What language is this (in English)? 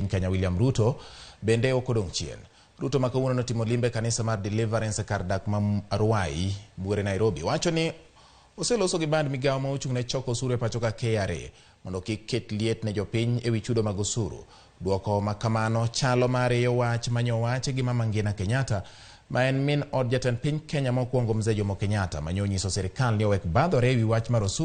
Luo (Kenya and Tanzania)